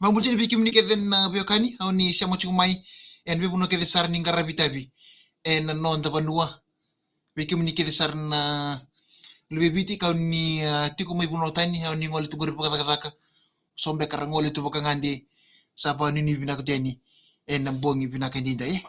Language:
Fijian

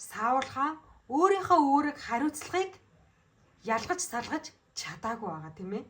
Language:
Mongolian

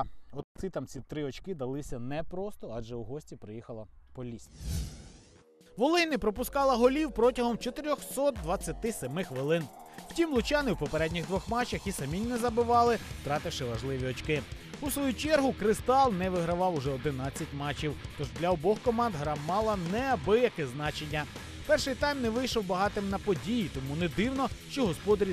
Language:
Ukrainian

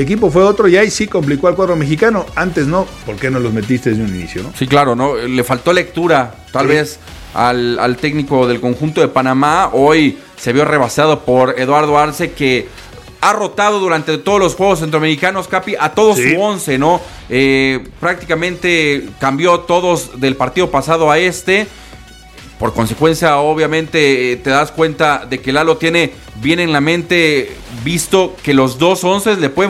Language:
Spanish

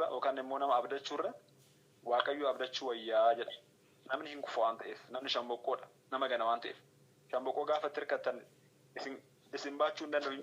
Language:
Oromo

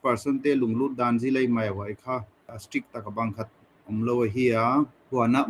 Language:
Paite Chin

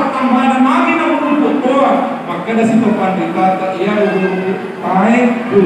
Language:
Buginese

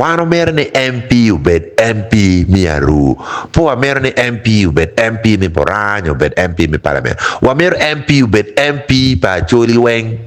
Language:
Acoli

